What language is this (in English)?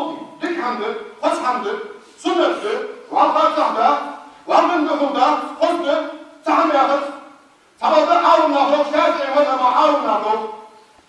Ingush